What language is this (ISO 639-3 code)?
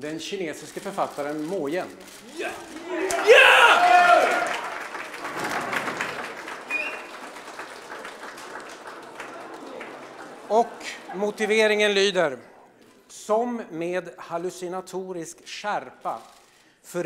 swe